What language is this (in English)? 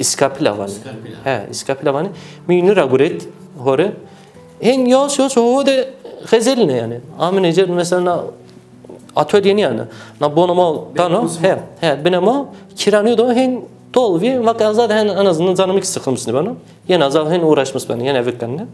Zaza